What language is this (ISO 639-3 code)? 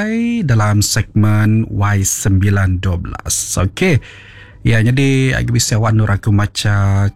iba